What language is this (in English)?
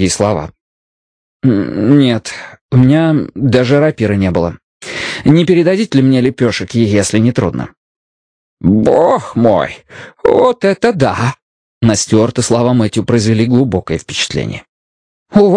Russian